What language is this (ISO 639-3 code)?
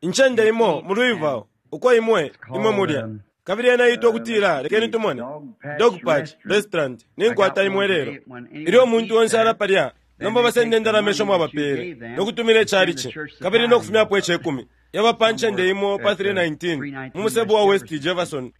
bem